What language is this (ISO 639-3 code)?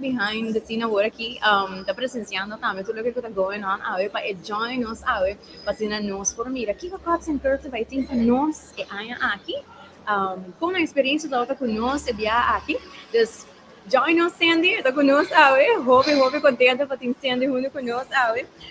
pap